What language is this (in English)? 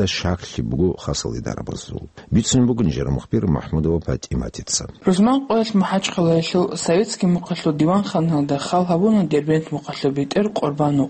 Avaric